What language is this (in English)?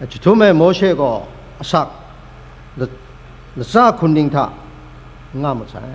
Kachin